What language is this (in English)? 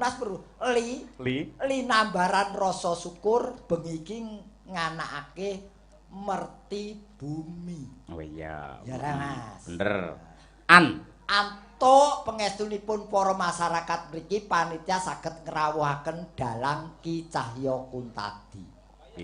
Javanese